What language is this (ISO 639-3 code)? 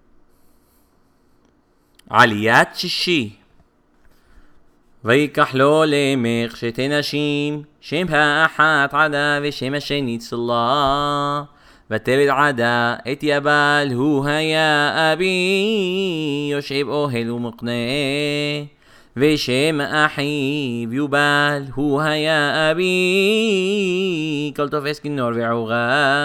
heb